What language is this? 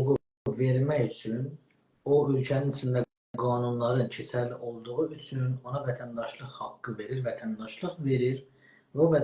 South Azerbaijani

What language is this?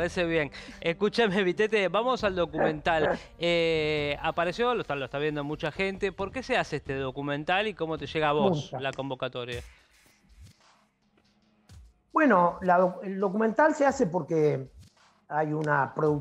Spanish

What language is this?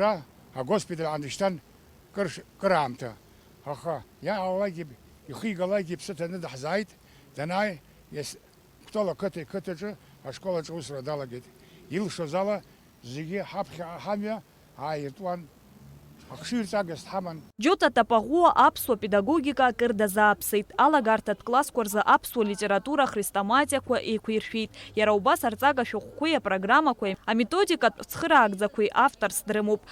Abkhazian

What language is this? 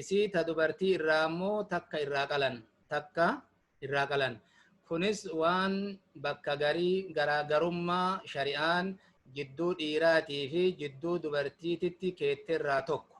Oromo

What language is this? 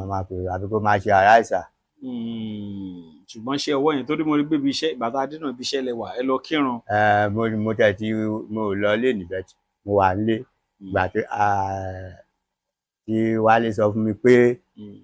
Yoruba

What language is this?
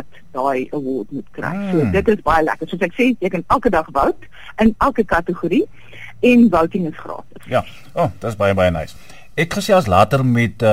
Afrikaans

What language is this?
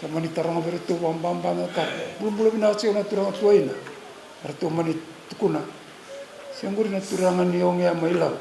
Fijian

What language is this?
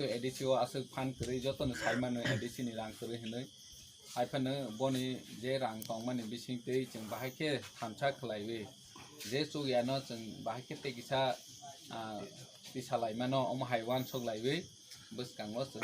Kok Borok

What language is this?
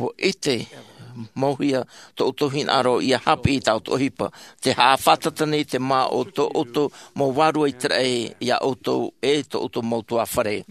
Tahitian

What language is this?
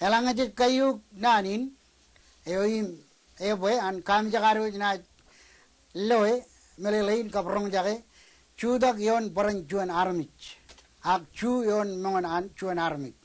Marshallese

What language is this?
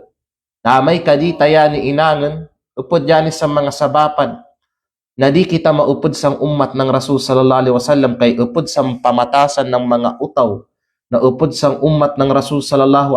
Kalagan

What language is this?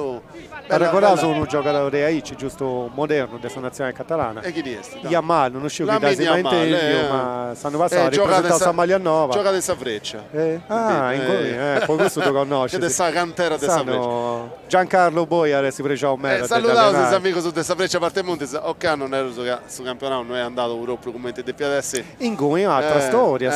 Sardinian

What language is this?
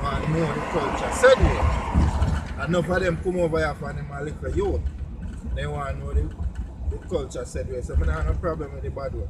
Jamaican Creole English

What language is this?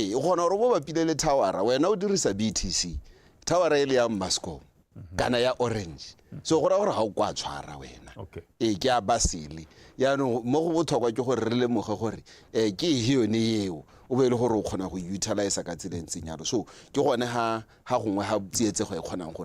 Tswana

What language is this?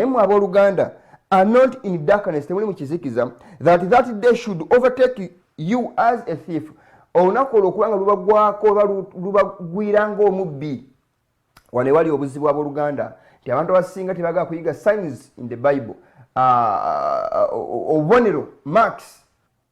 Ganda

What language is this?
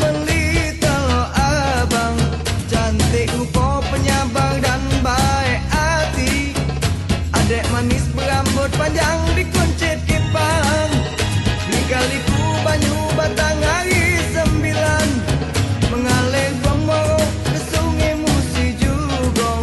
Musi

